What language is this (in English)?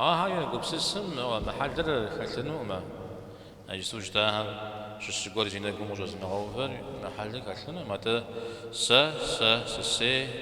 Kabardian